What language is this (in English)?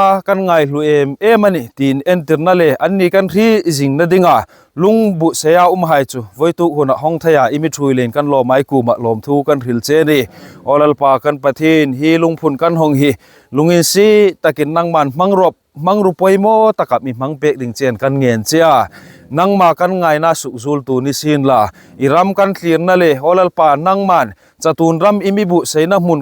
Hmar